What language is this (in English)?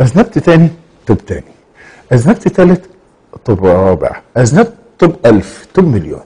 Egyptian Arabic